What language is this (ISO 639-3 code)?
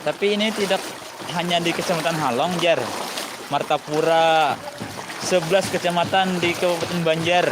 bjn